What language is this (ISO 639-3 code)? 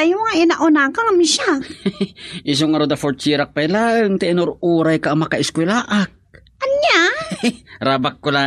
ilo